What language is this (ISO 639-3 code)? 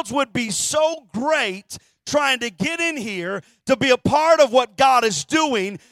eng